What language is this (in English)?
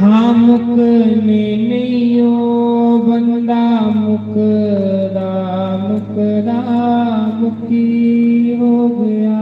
Dogri